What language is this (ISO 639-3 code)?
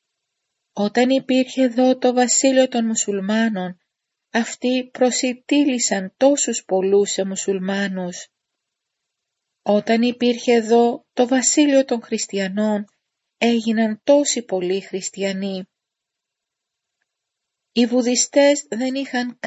ell